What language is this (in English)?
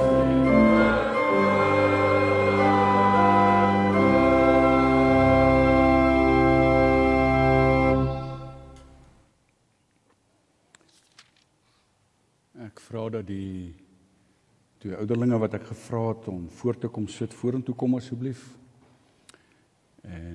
Afrikaans